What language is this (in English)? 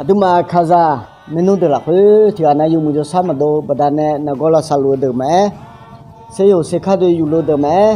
Akha